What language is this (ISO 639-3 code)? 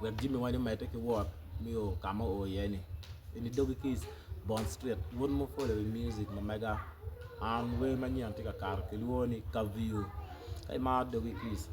ach